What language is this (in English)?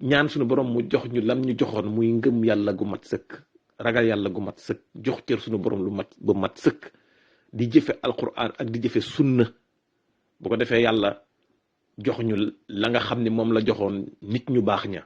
Wolof